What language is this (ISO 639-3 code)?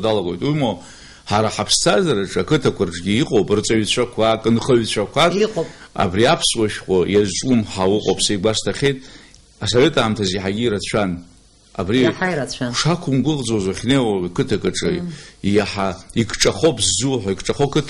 abk